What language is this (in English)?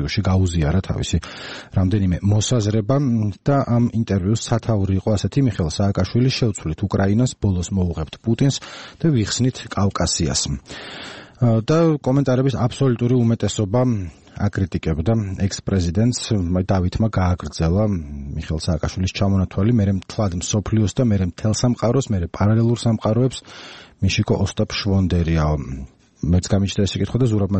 Georgian